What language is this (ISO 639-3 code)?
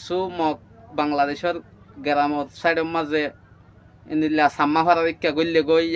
rhg